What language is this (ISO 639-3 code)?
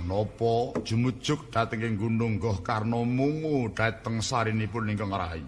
jav